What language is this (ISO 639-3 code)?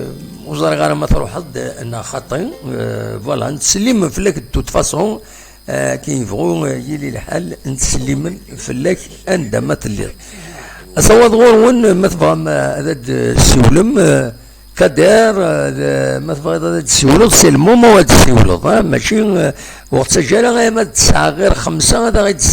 kab